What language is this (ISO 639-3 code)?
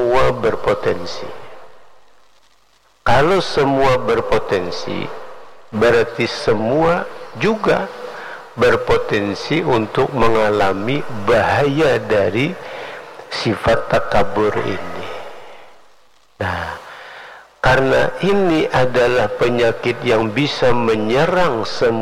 ind